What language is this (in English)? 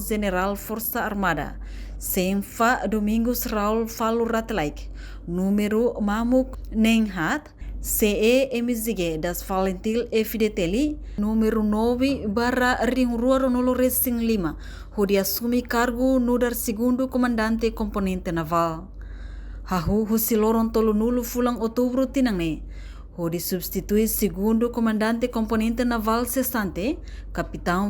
Tetum